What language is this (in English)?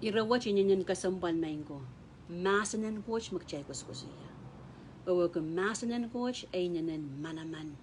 Pohnpeian